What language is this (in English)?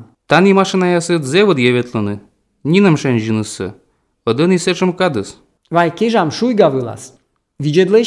Albanian